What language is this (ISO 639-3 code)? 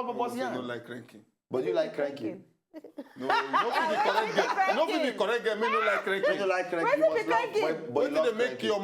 pcm